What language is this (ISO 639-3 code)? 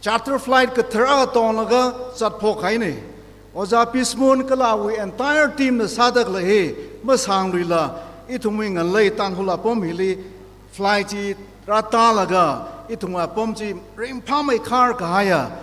nmf